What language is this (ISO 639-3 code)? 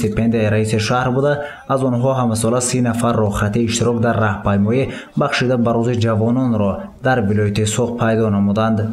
tgk